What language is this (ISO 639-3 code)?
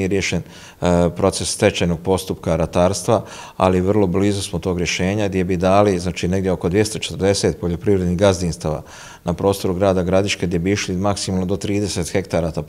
hrv